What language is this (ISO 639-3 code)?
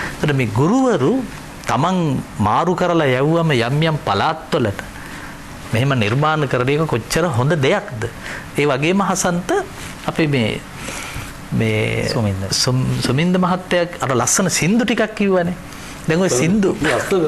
sin